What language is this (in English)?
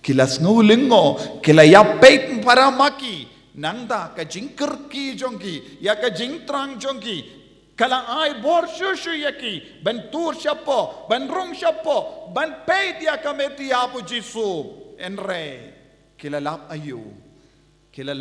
Khasi